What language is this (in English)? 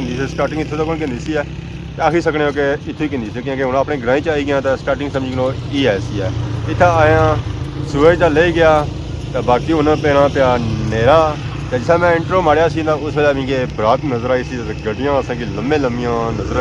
Pahari-Potwari